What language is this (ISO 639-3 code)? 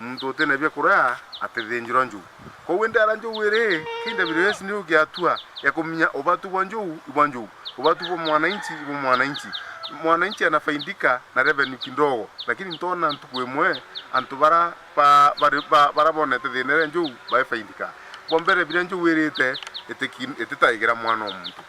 mer